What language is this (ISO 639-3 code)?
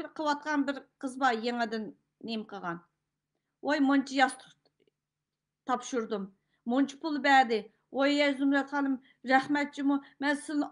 uig